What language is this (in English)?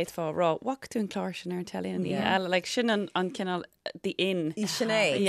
Irish